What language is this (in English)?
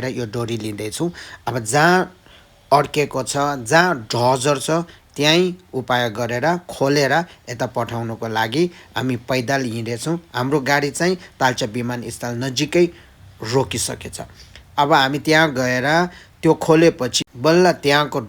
Nepali